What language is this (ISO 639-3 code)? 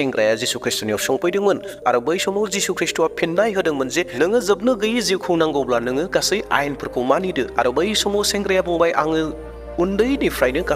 brx